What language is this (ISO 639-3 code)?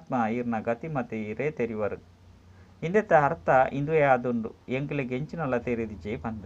tcy